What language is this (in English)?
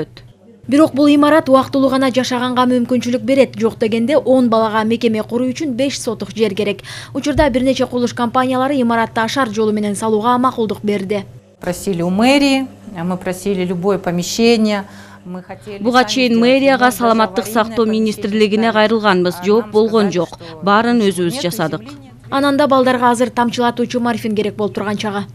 Kyrgyz